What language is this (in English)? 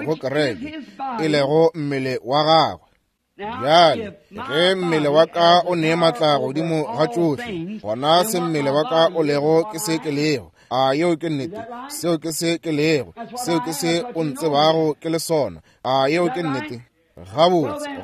Northern Sotho